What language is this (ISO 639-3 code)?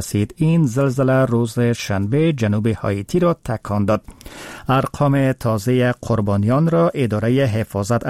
fas